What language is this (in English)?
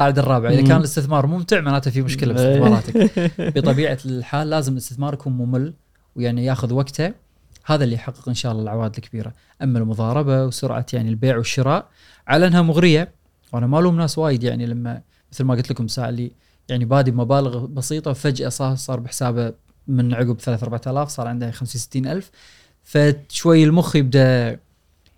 Gulf Arabic